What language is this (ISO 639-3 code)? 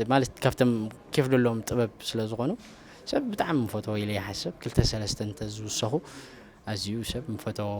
tir